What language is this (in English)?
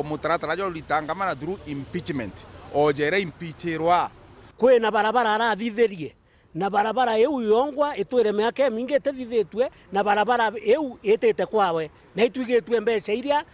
Meru